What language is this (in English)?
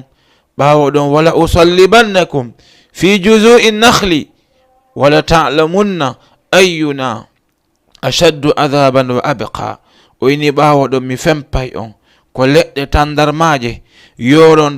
Fula